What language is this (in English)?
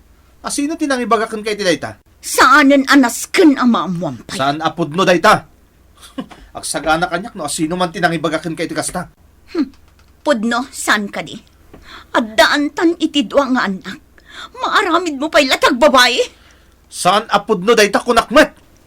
Iloko